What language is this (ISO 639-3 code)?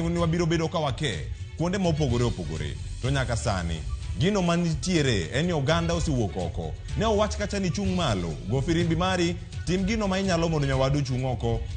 luo